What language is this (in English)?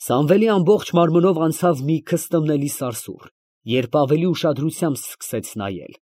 Armenian